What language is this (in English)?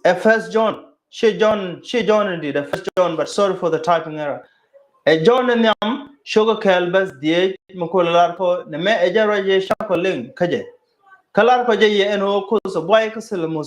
Nuer